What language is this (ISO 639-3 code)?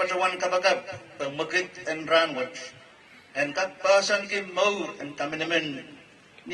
pon